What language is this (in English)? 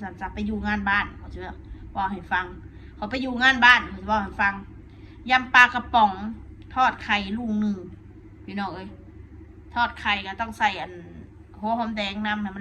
Northeastern Thai